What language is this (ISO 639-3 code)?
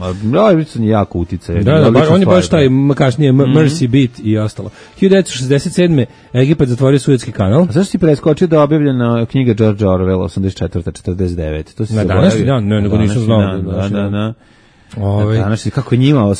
srp